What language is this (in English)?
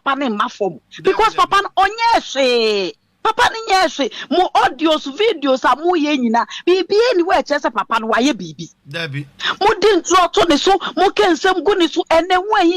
Akan